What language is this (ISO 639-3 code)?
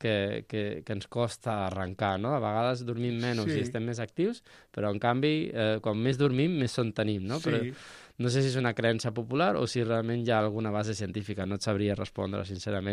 cat